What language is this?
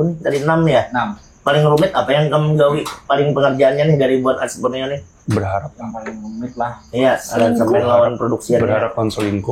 Banjar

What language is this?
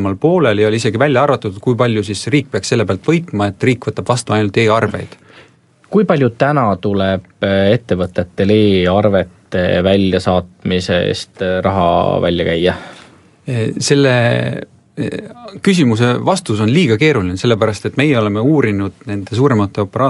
Estonian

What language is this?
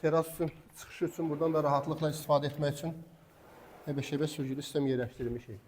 Azerbaijani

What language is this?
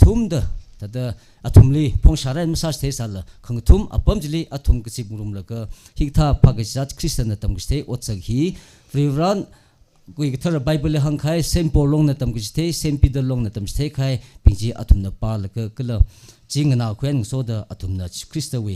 Tangkhul Naga (India)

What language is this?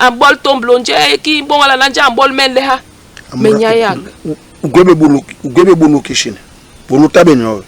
Basaa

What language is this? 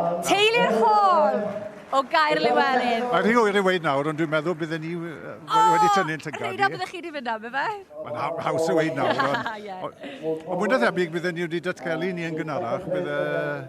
Welsh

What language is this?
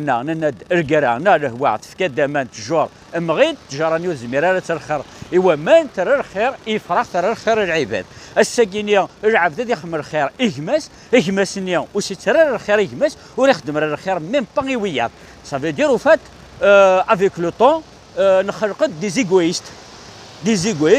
Kabyle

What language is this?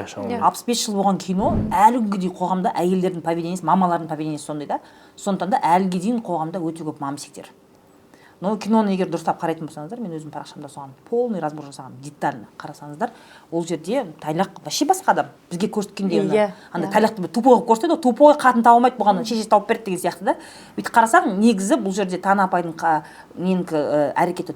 Kazakh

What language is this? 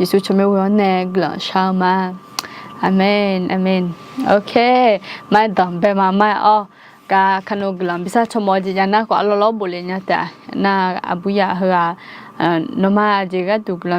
Akha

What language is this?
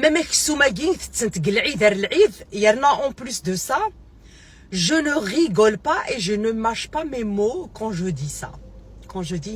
Kabyle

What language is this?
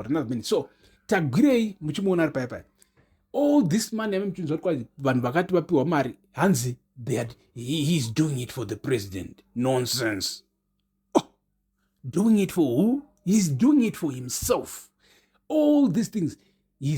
Shona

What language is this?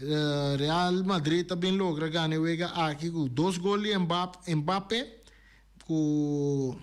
Papiamento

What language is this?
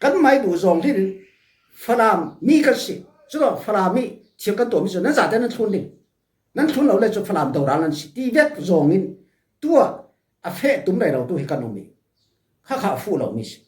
Falam Chin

